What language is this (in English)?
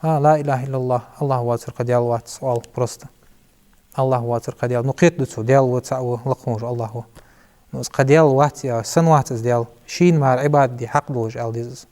Ingush